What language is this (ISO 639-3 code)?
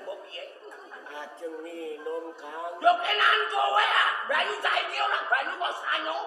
jav